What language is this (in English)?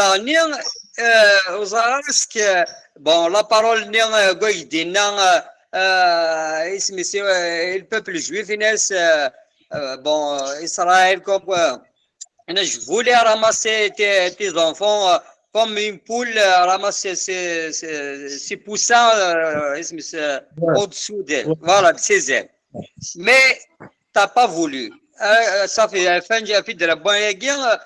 Kabyle